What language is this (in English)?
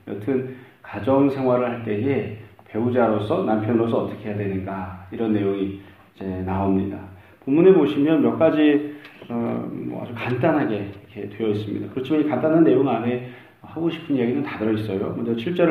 Korean